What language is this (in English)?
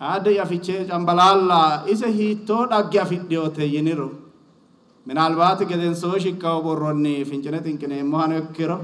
Sidamo